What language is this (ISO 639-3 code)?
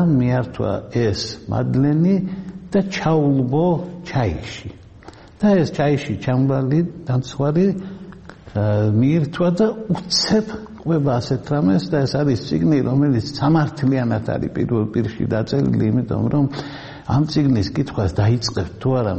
kat